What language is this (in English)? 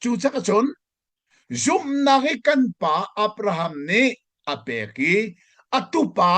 Hakha Chin